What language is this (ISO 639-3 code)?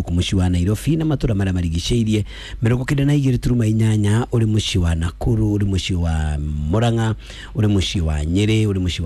kik